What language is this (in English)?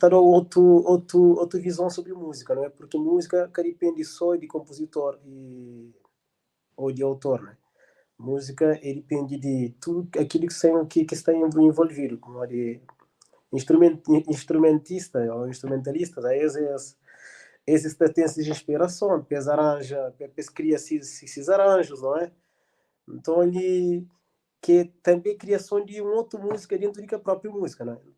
Kabuverdianu